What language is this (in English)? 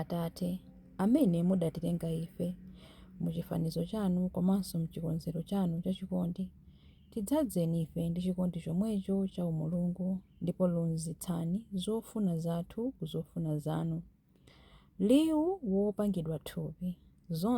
Nyanja